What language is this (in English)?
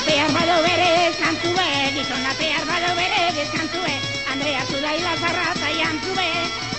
Basque